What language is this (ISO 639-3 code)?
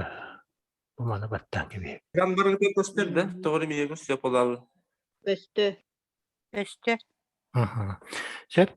sah